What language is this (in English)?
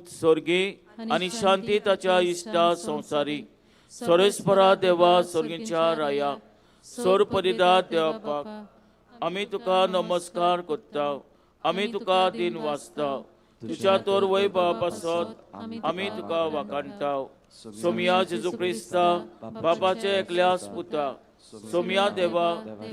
Konkani